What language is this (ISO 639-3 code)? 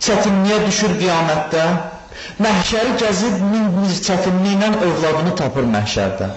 aze